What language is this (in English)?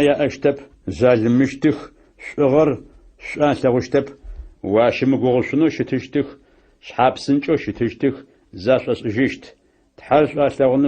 Adyghe